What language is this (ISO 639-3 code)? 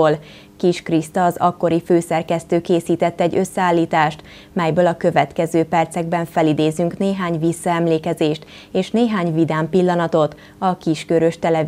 hun